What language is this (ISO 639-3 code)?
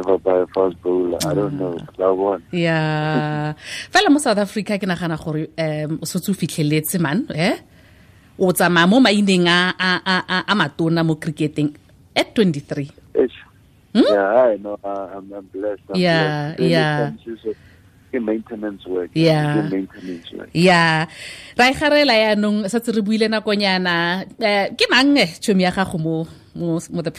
tsn